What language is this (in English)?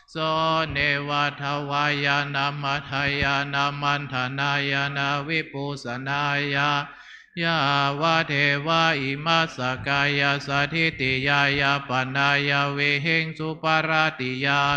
Pali